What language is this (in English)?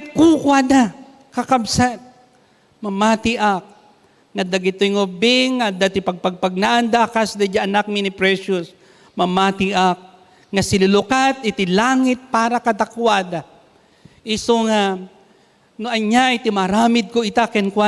Iloko